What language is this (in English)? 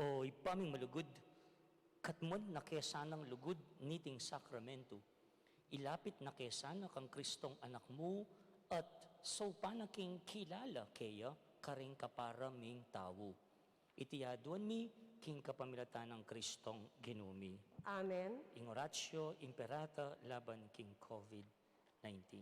Pampanga